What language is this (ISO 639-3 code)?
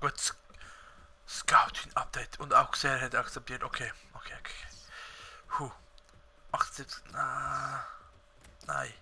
gsw